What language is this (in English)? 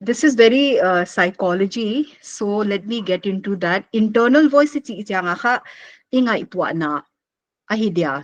Paite Chin